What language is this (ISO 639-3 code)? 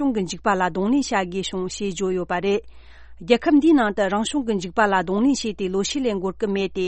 bod